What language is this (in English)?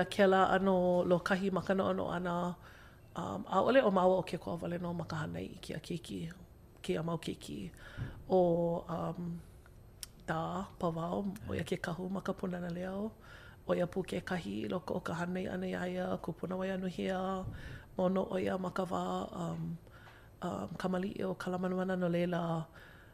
Hawaiian